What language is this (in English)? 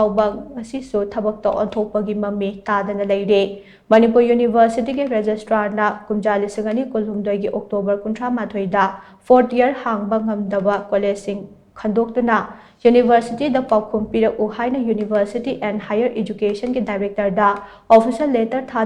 Manipuri